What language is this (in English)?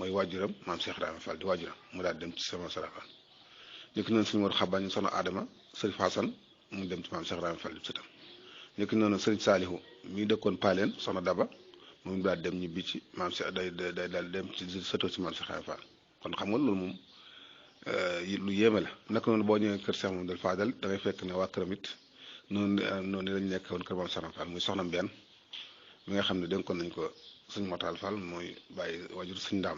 Wolof